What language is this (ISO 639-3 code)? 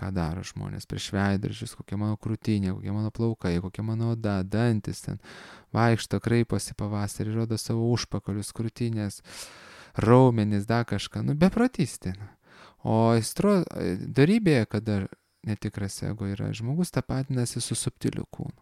lit